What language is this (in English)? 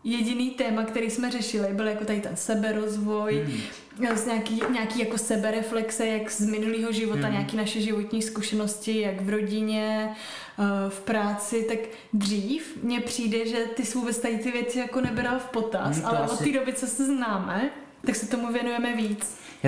Czech